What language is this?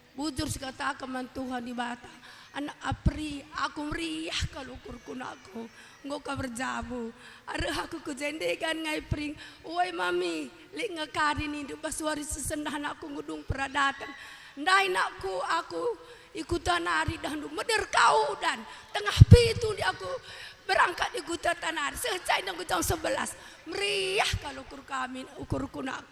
Batak Karo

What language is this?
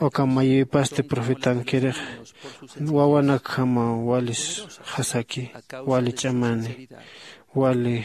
Aymara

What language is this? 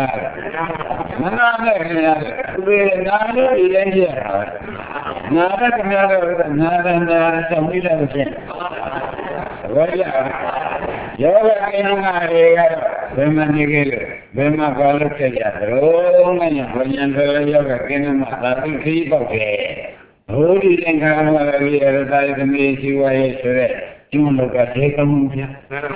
Burmese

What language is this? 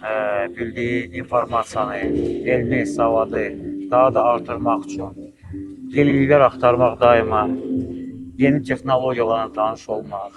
Azerbaijani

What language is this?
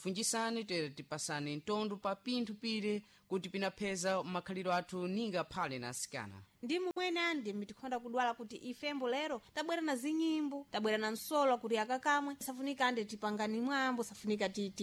Sena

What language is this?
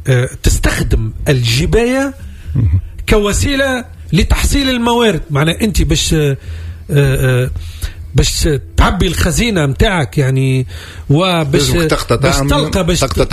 Tunisian Arabic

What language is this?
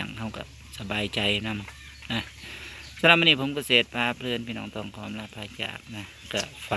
Northeastern Thai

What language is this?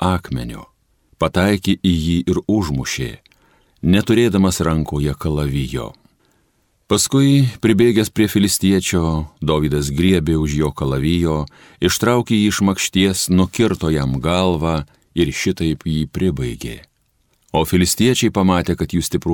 Lithuanian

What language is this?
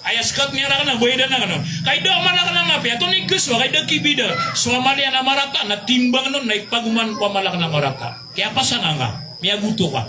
Maranao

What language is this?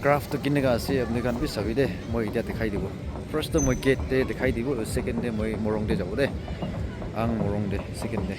Naga Pidgin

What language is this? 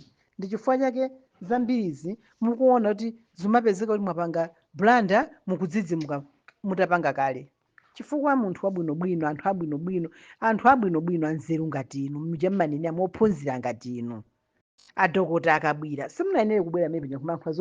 Nyanja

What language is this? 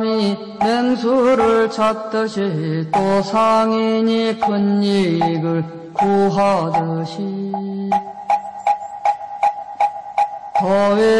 Korean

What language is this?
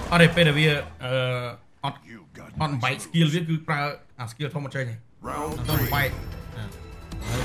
Vietnamese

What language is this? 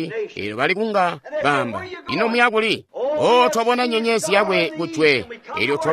Tonga (Zambia)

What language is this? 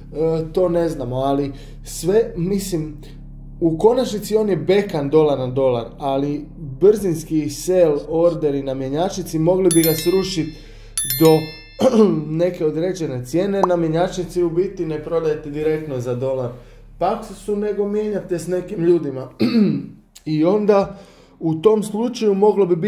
Croatian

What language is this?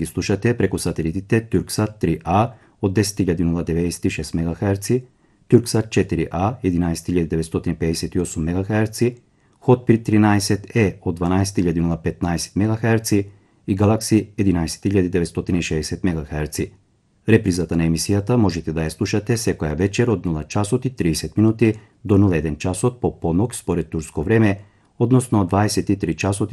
Macedonian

